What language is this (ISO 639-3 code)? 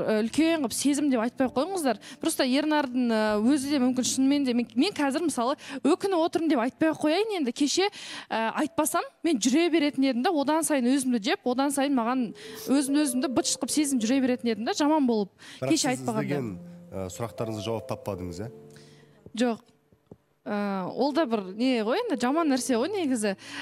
kaz